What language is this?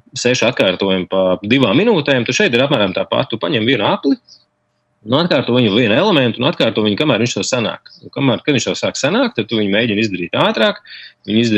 Latvian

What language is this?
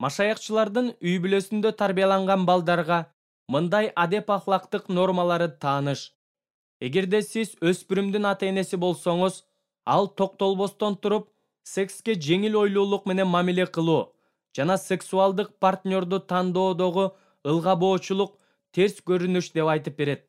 Kyrgyz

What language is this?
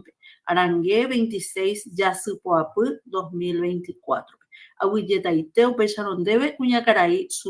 Guarani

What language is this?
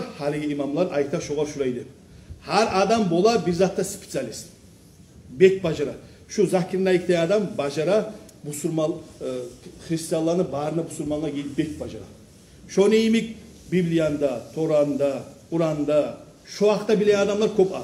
Kumyk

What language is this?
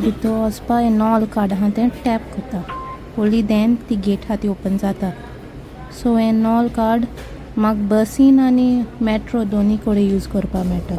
Konkani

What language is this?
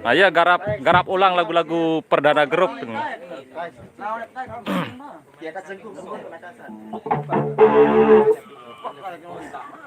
Sasak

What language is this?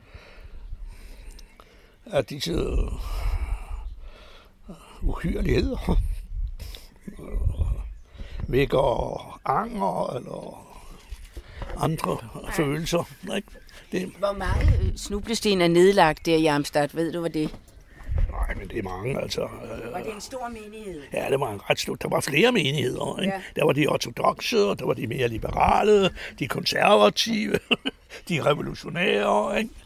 Danish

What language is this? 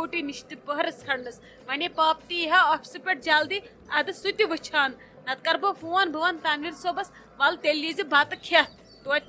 Kashmiri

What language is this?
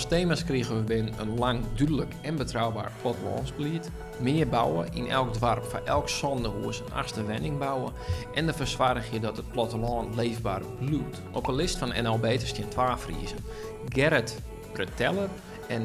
Western Frisian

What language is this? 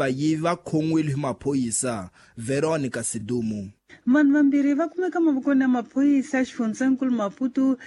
Tsonga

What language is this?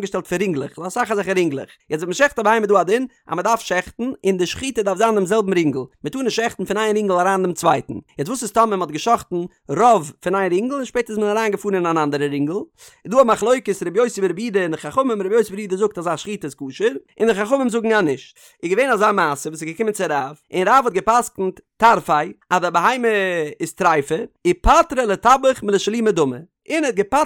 Yiddish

